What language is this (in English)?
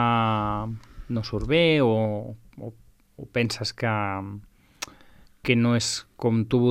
Catalan